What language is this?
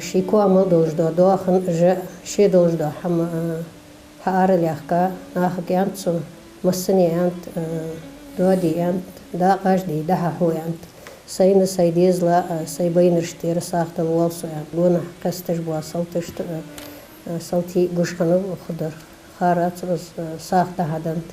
Ingush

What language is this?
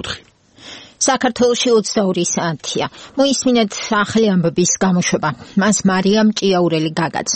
Georgian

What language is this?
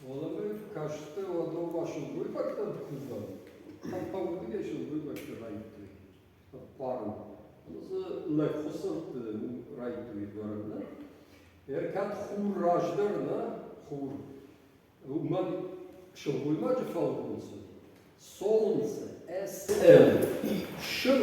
Ossetic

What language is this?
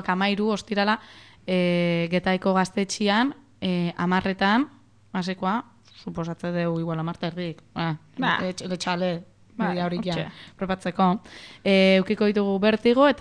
Basque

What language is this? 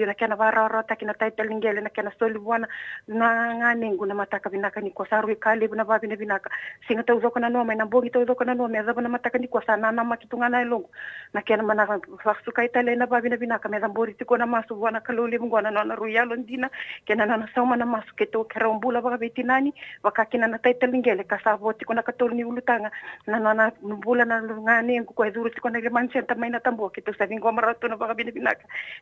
Fijian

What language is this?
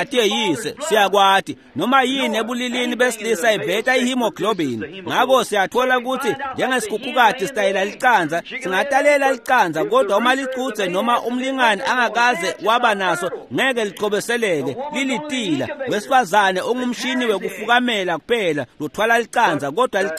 Swati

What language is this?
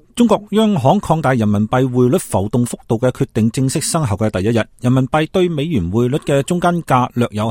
Cantonese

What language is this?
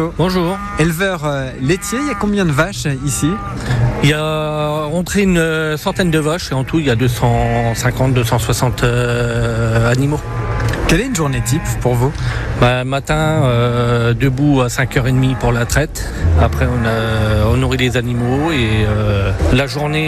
French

